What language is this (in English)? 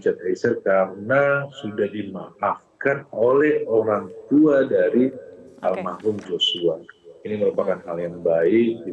Indonesian